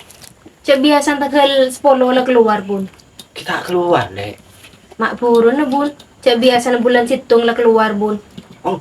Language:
Madurese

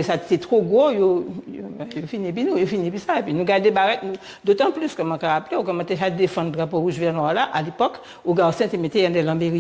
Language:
Guadeloupean Creole French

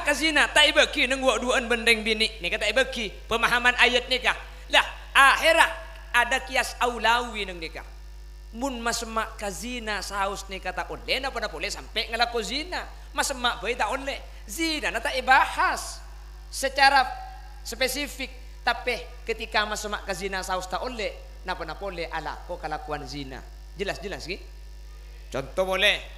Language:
Madurese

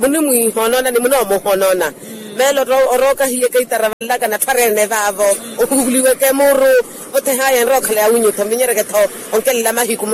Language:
Makhuwa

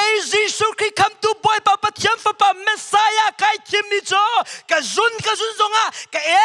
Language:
Hakha Chin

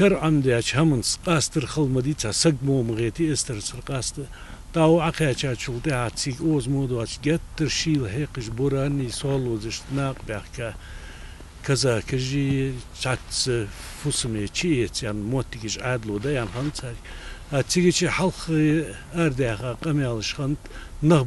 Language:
Ingush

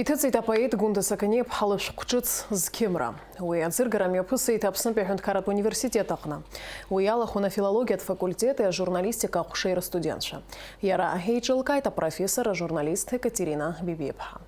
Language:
Abkhazian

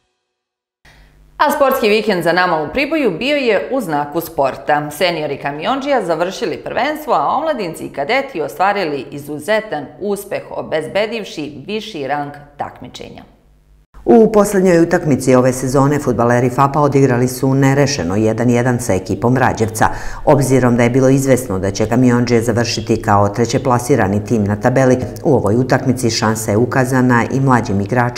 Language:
Serbian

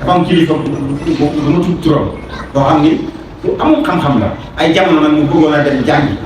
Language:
Wolof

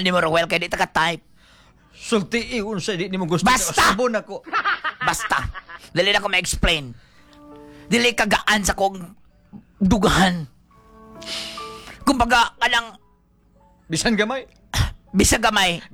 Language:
Cebuano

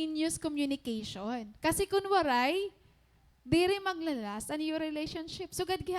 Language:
Waray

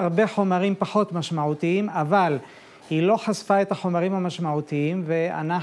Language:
Hebrew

